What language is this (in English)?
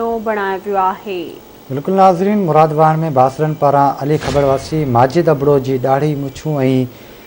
Sindhi